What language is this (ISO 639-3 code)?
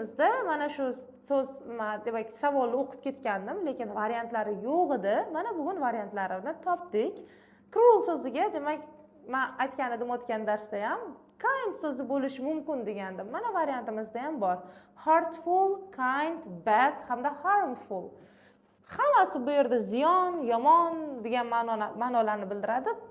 uzb